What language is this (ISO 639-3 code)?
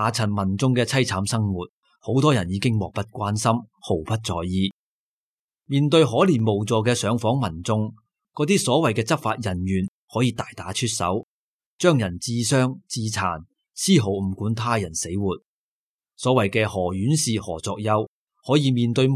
yue